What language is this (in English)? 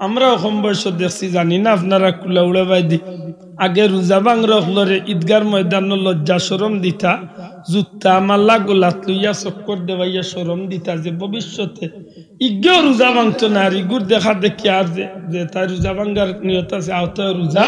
Sylheti